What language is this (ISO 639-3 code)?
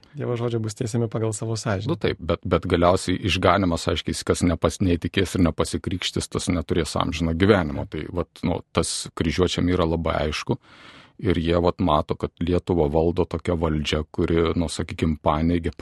lit